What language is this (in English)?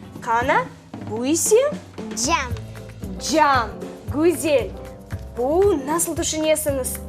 Crimean Tatar